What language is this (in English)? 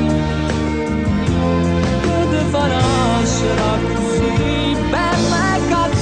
Neapolitan